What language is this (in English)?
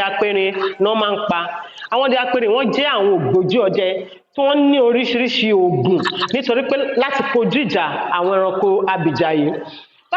Yoruba